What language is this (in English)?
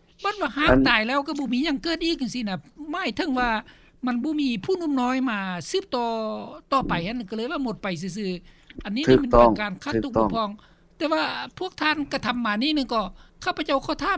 Lao